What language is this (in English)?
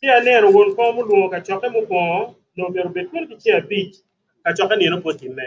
Acoli